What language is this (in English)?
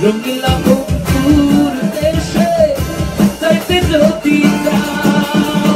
Sylheti